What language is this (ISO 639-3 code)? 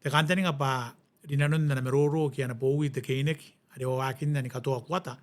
gil